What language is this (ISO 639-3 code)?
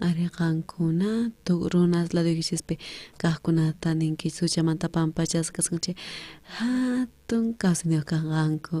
quh